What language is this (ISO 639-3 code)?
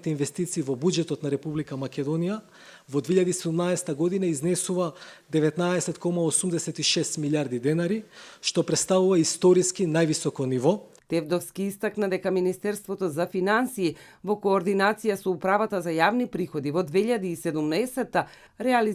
mkd